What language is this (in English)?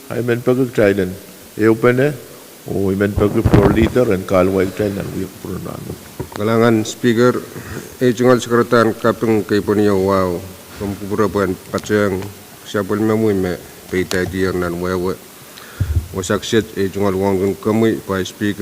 Pohnpeian